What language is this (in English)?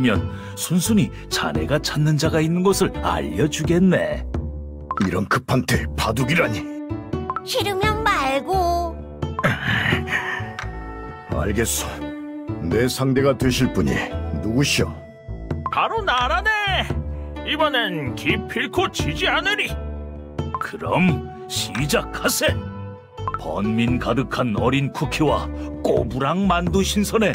Korean